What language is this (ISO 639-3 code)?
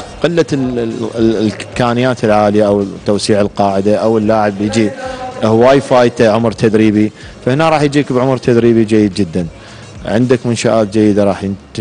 acm